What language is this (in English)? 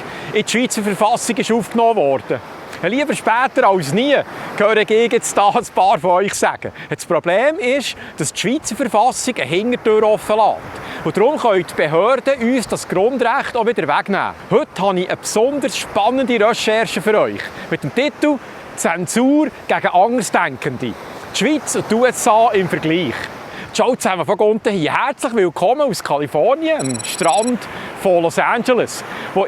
Swiss German